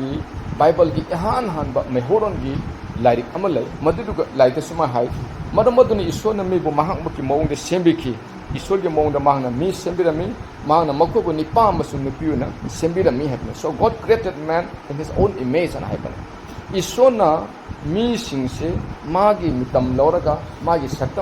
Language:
Manipuri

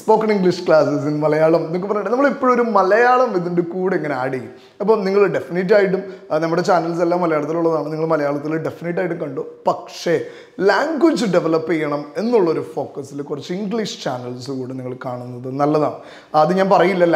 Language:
Malayalam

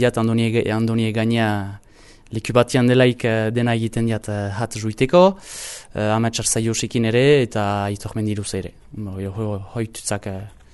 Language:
Basque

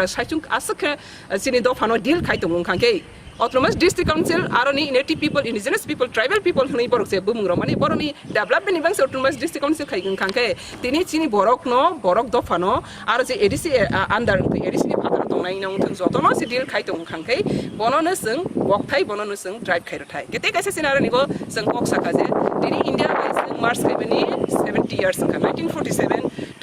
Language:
Kok Borok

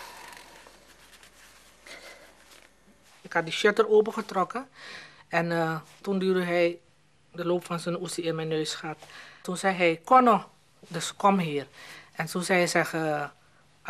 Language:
Dutch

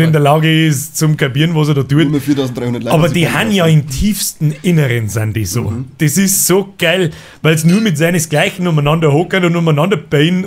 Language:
Bavarian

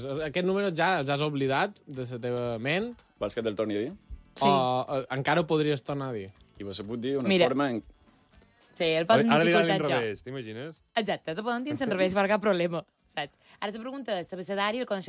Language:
Catalan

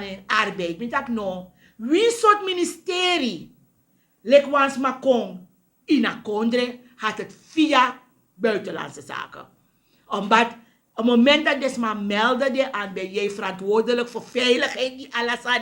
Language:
Sranan Tongo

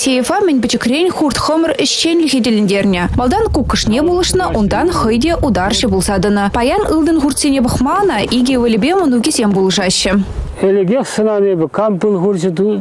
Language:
Chuvash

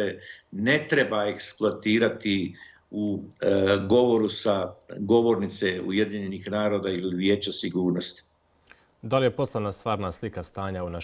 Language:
Bosnian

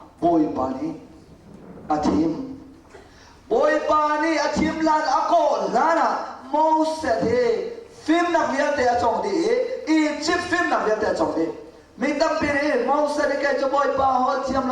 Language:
Hakha Chin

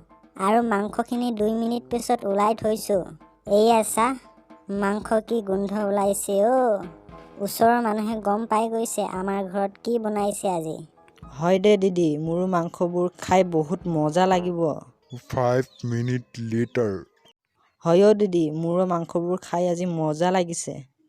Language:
Assamese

